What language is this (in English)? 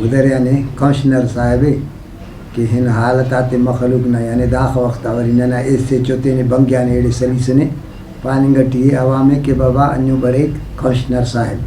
Brahui